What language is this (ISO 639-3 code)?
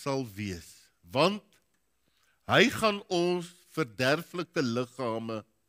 afr